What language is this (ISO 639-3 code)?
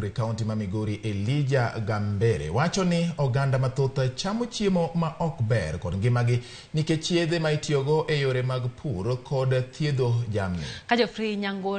luo